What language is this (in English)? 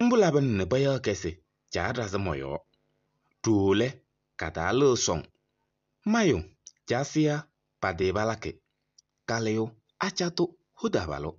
Kabiyè